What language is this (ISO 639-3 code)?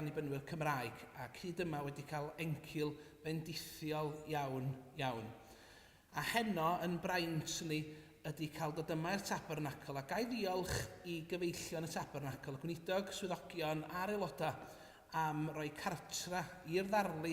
cym